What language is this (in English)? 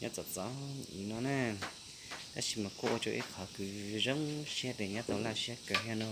Hmong